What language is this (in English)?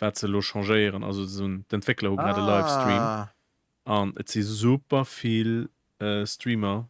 Luxembourgish